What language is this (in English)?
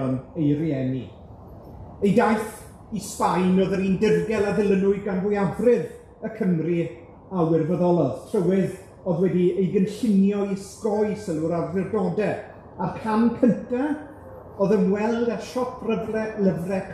Welsh